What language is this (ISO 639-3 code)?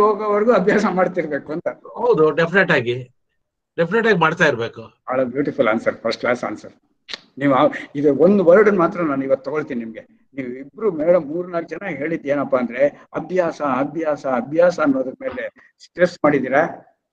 kan